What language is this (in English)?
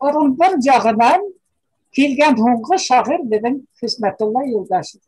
Bashkir